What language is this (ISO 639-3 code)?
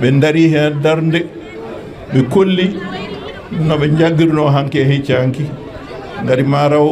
ful